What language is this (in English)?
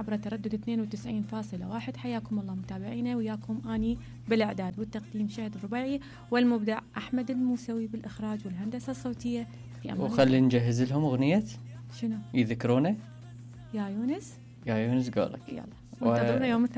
Mesopotamian Arabic